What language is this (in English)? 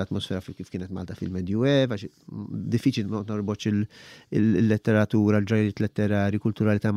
Maltese